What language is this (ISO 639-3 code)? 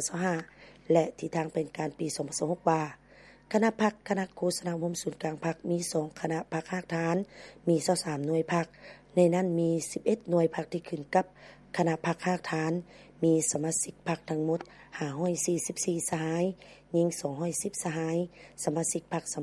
lao